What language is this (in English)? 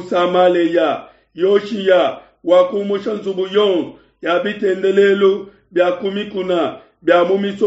Luba-Lulua